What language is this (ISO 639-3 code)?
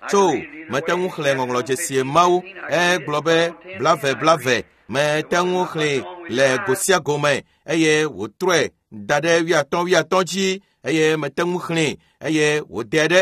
ewe